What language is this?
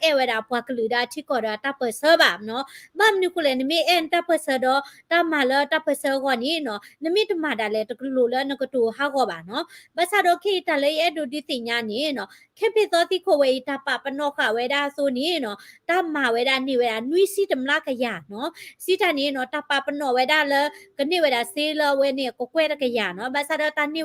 S'gaw Karen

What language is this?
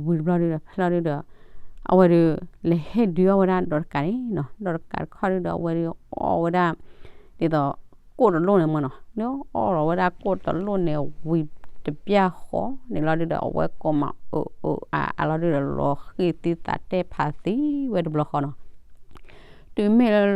S'gaw Karen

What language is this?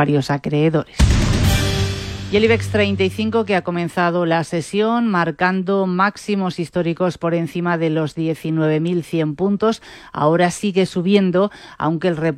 Spanish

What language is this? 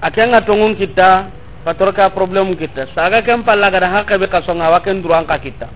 Soninke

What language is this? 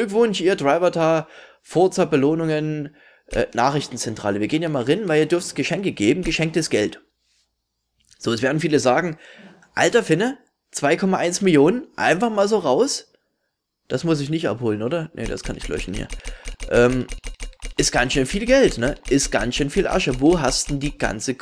German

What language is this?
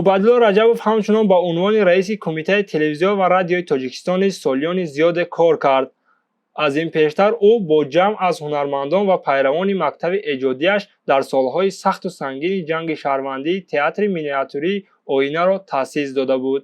Tajik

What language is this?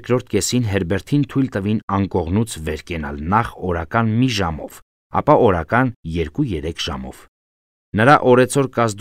Armenian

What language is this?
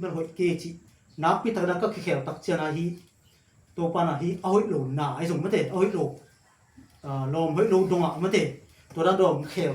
Tedim Chin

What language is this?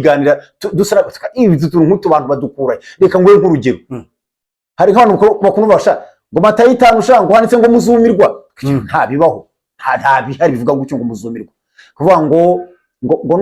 Kinyarwanda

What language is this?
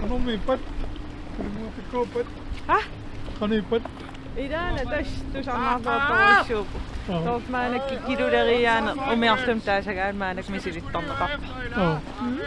Kalaallisut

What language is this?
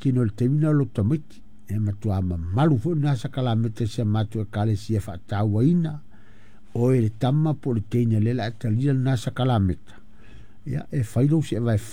Samoan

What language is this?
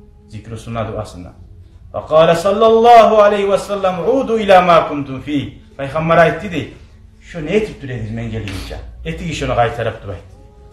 Kumyk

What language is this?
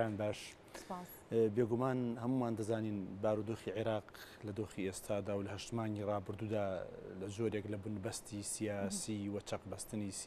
Central Kurdish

